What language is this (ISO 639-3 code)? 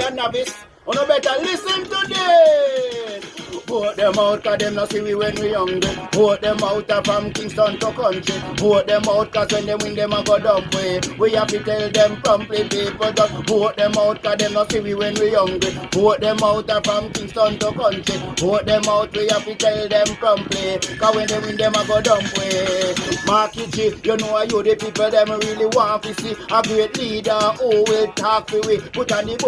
jam